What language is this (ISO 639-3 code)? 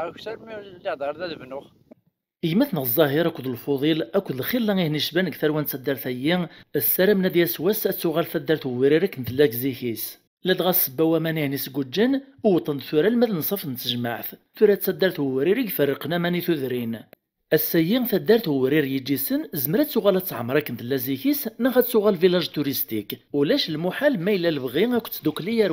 kab